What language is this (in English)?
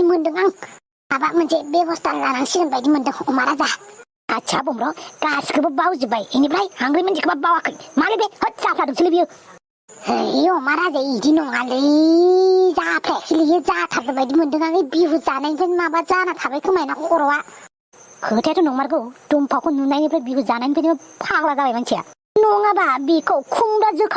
Bodo